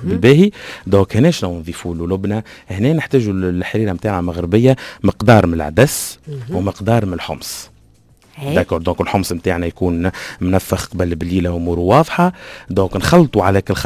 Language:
Tunisian Arabic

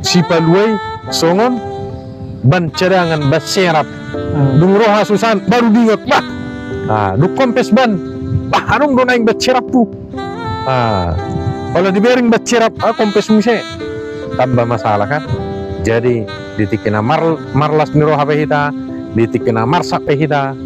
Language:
Batak Toba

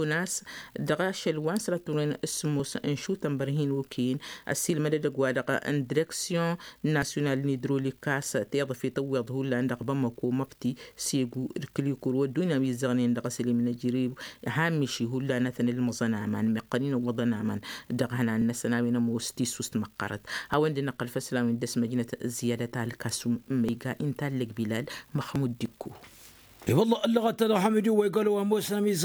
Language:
Tamasheq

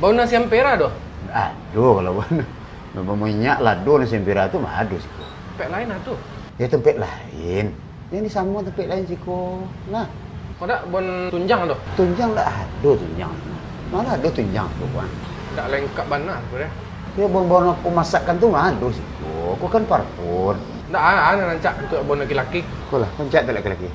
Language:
Minangkabau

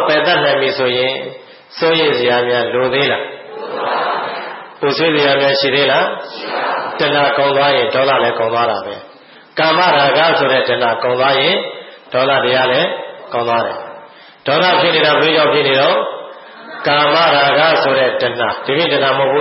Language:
Burmese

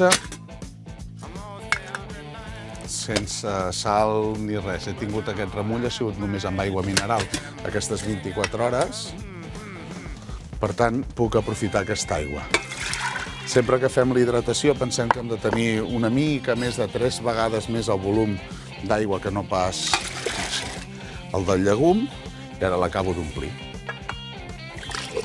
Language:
Catalan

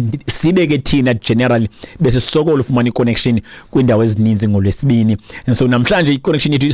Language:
Xhosa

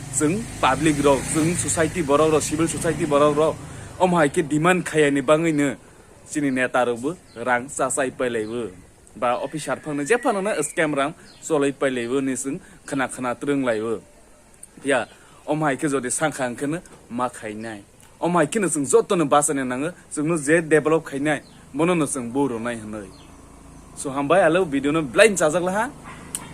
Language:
Kok Borok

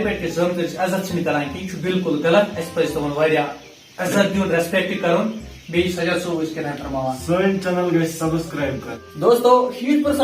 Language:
Kashmiri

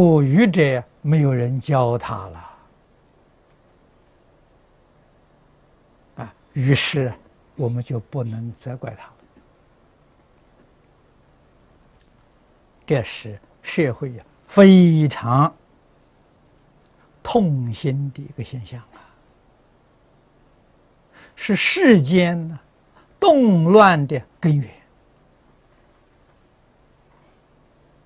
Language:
Chinese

